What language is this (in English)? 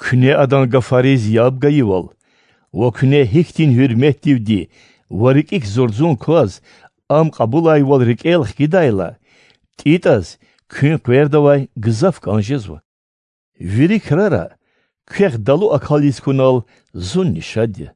Lezghian